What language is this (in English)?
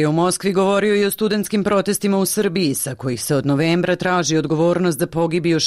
Serbian